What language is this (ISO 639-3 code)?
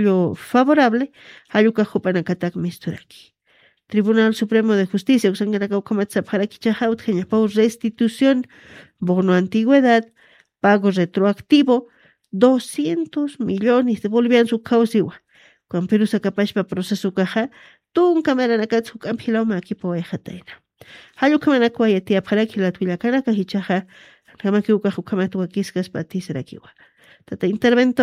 aym